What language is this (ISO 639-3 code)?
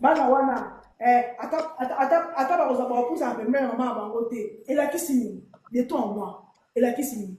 lin